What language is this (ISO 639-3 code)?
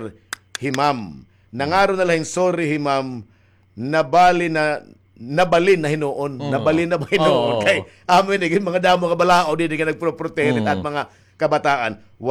war